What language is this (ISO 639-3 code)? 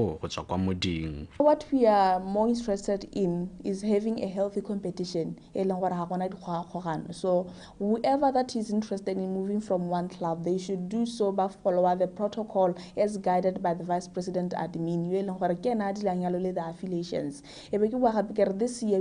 tsn